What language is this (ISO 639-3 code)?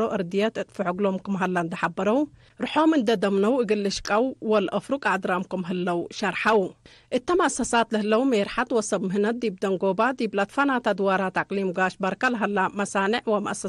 tig